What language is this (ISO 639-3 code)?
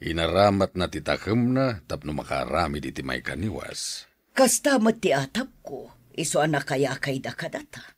ilo